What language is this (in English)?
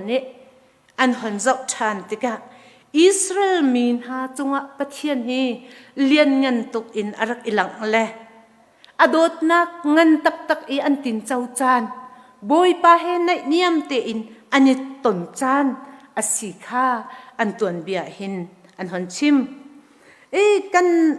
Hakha Chin